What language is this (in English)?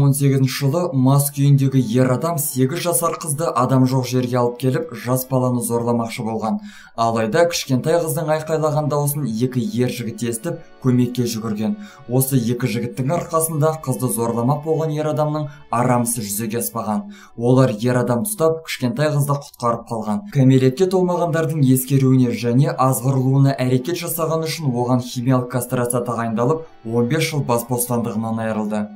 Kazakh